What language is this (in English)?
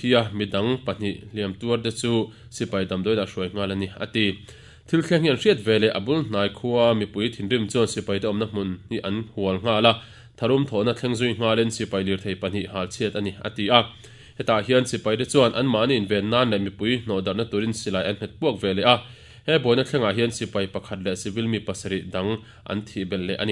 Mizo